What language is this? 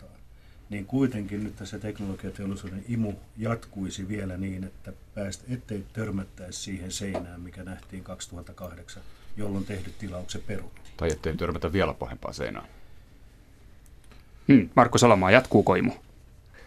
Finnish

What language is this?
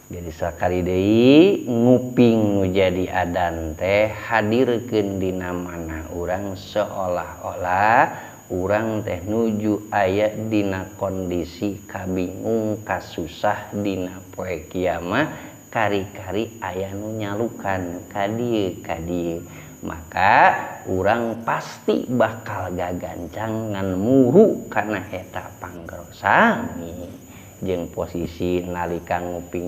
Sundanese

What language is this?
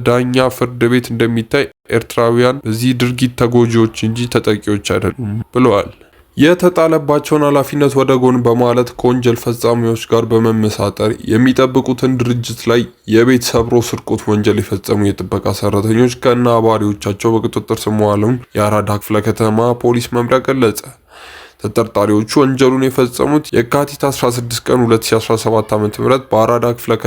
Amharic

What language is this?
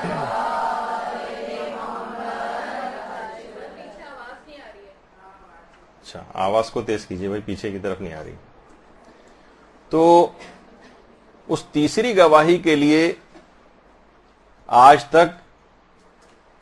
Urdu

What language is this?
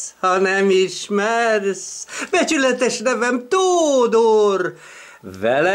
Hungarian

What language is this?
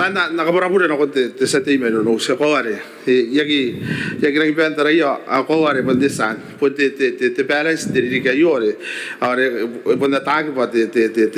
Gilbertese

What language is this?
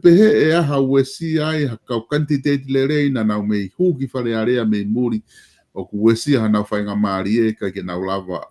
Tongan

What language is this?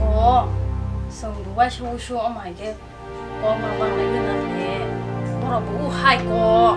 Kok Borok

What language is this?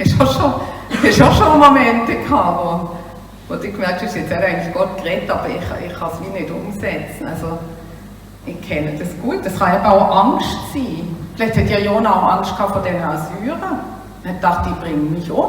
Swiss German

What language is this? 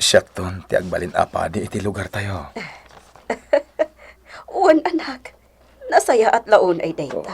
Iloko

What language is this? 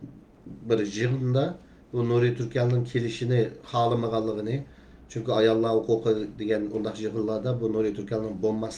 Uyghur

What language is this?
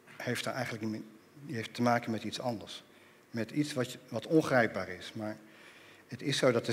Dutch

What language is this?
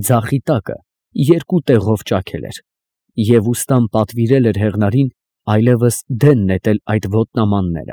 Armenian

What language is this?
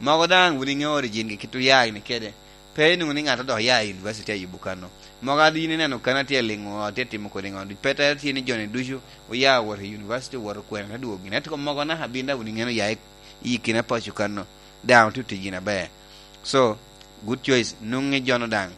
Lango (Uganda)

